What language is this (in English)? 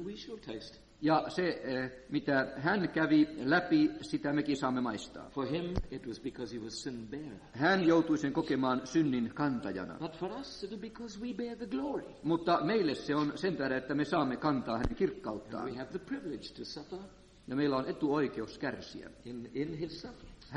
Finnish